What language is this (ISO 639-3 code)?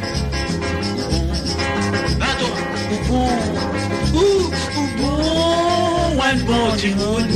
mfe